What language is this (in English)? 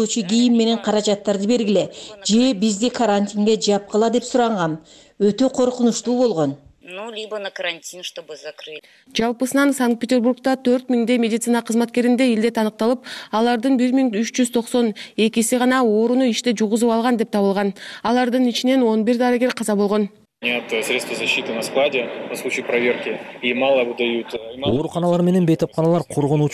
Kyrgyz